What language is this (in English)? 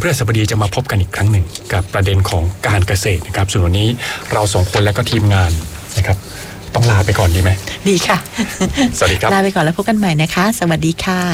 Thai